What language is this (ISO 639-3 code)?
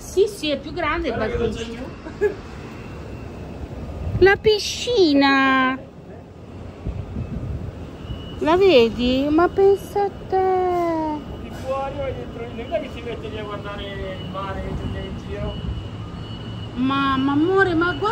ita